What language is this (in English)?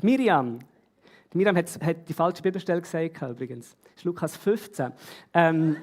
Swiss German